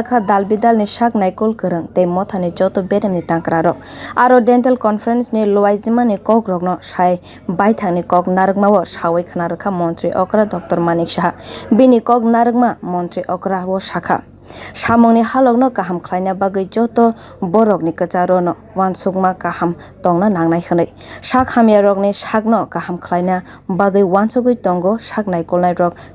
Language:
Kok Borok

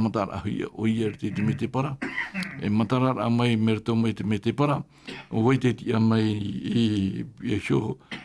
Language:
Tahitian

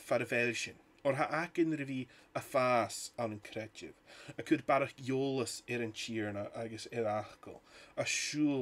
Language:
Scottish Gaelic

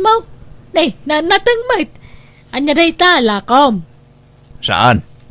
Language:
Iloko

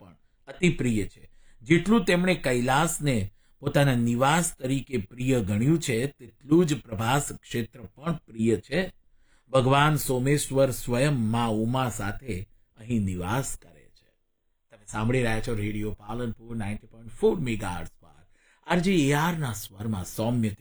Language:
Gujarati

